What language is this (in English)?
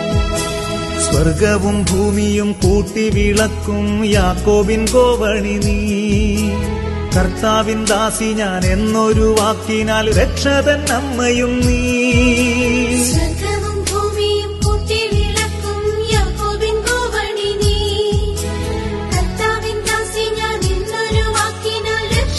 Malayalam